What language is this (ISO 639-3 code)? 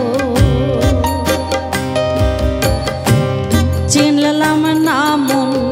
ben